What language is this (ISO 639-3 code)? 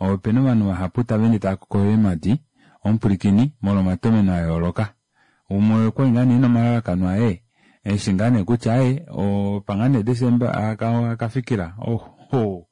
kua